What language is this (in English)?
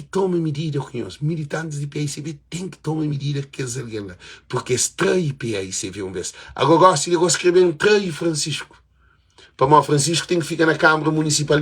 Kabuverdianu